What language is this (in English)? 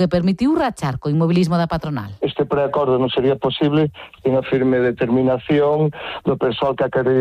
Galician